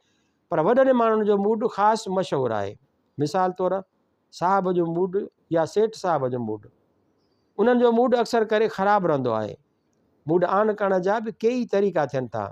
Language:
Sindhi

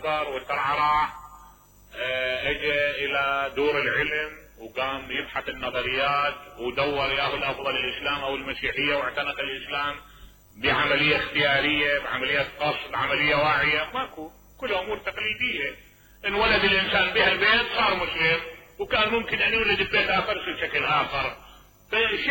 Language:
Mesopotamian Arabic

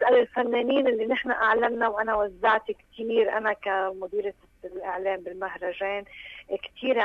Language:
North Levantine Arabic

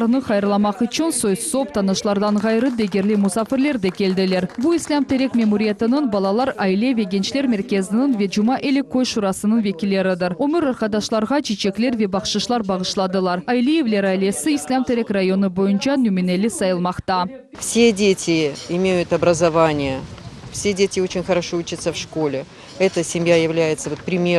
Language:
Crimean Tatar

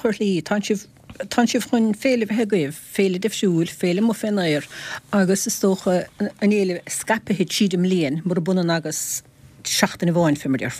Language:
Irish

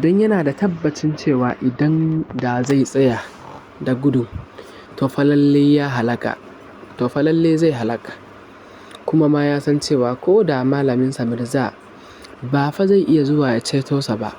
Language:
Hausa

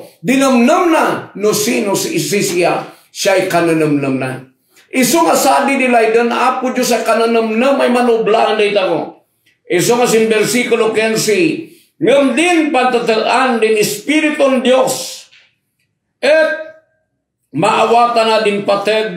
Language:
Kankanaey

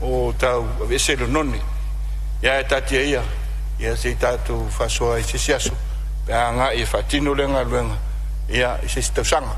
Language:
Samoan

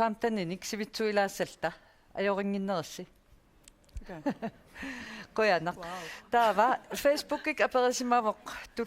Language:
Kalaallisut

